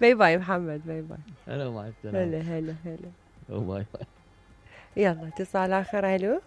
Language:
Mesopotamian Arabic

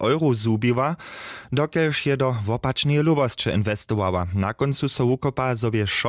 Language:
Upper Sorbian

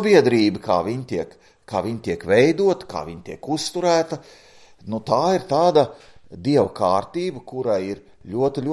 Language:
Latvian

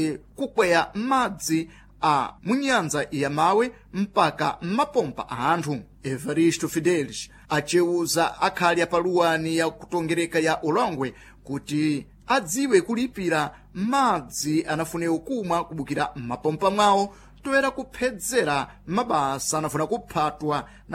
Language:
Sena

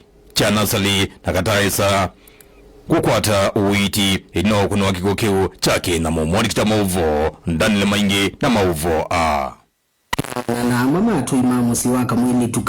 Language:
Kamba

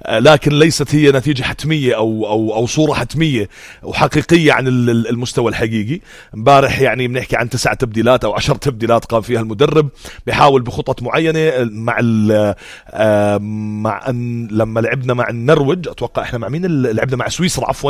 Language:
North Levantine Arabic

